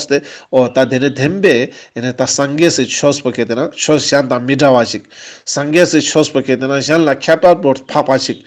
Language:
Ladakhi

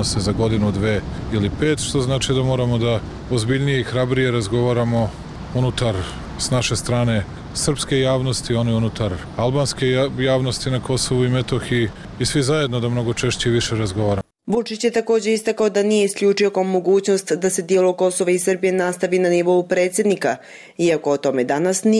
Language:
Bosnian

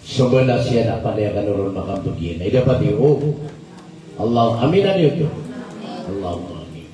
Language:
Maranao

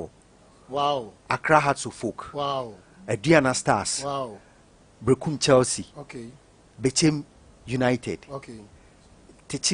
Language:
Akan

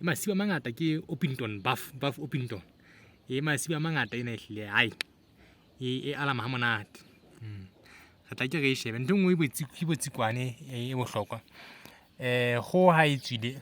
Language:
Southern Sotho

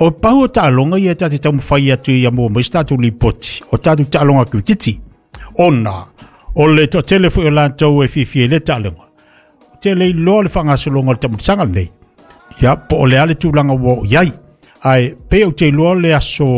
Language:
Samoan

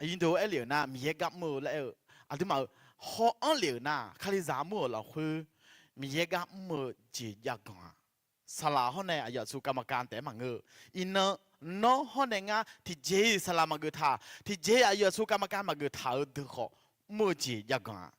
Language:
Akha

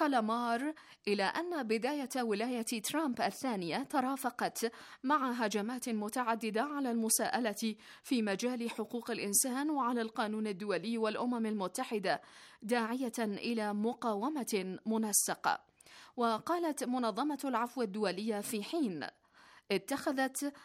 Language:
Arabic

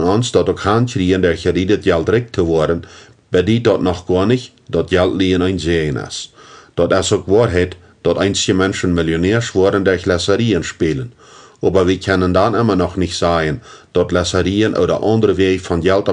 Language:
Plautdietsch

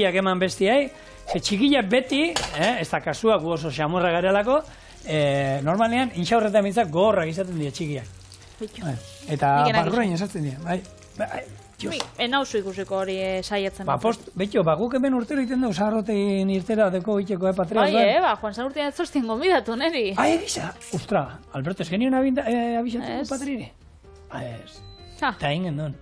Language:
Basque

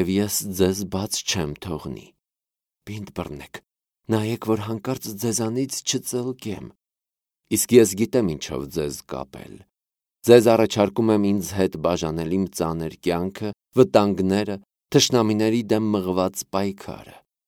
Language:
Armenian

